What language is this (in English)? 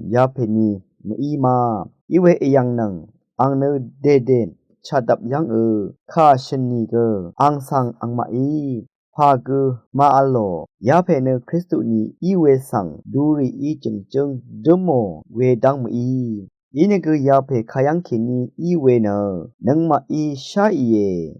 Rawang